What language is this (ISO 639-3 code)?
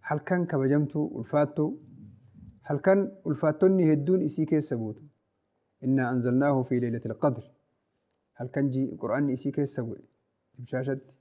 orm